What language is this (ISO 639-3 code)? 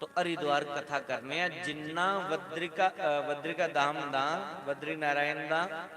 doi